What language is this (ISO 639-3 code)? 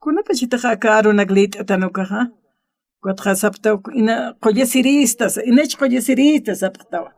aym